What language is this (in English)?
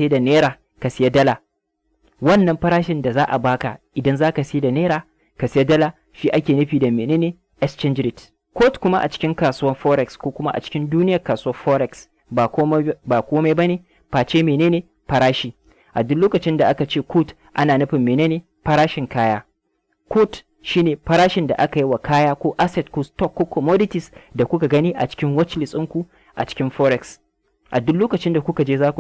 Hausa